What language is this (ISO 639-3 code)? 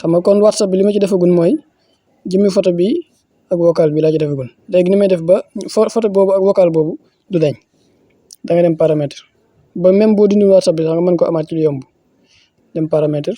wol